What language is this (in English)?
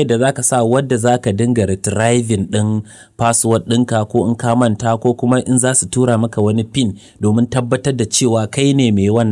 Hausa